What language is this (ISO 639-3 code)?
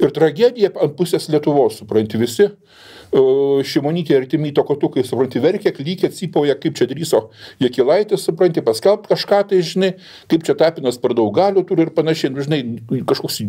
lit